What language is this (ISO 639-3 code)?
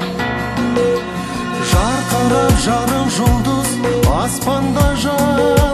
kaz